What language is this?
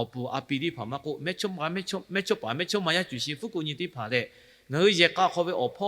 Lahu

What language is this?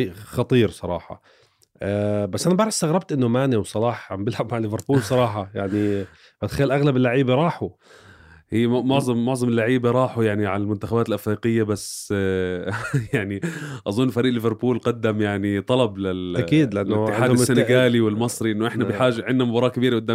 North Levantine Arabic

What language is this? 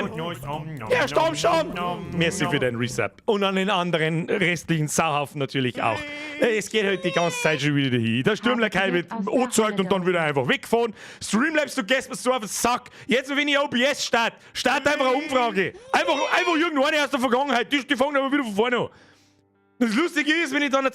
Bavarian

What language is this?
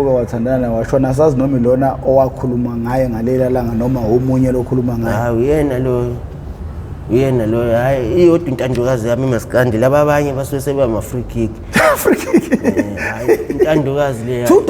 Zulu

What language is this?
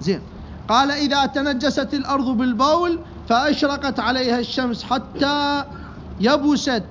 Mesopotamian Arabic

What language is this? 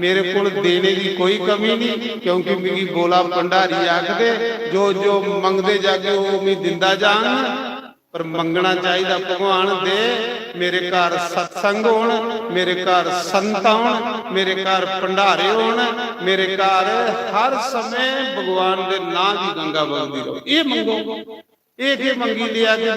Dogri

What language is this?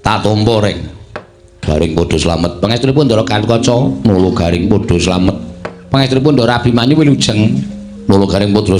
Javanese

